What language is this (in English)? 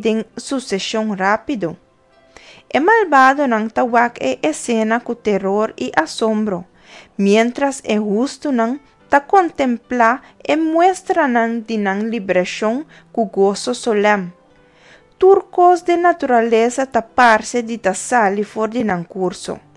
Papiamento